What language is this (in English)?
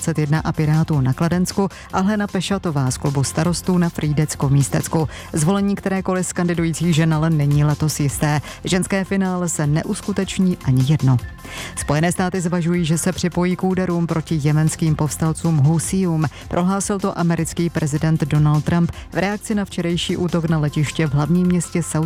Czech